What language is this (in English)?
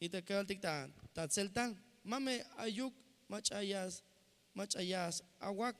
Tzeltal